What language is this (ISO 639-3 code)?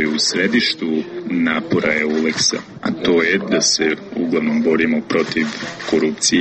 srp